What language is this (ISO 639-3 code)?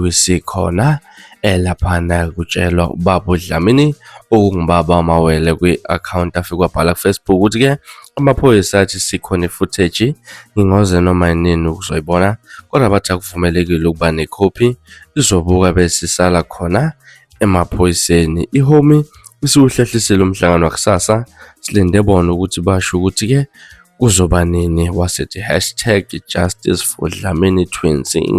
zul